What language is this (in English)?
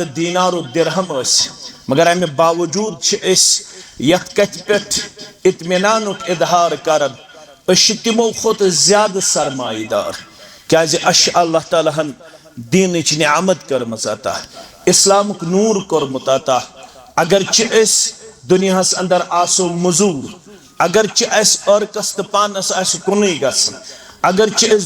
Kashmiri